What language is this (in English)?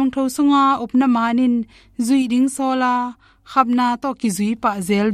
Tedim Chin